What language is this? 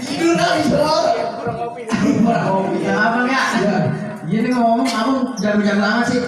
Betawi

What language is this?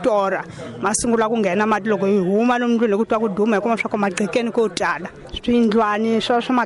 Tsonga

